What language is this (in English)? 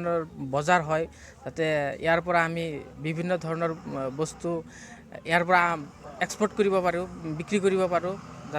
Assamese